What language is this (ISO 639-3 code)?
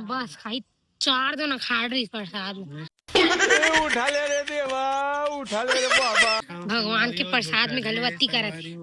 hne